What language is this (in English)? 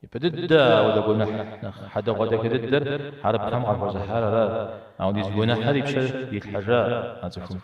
Kabardian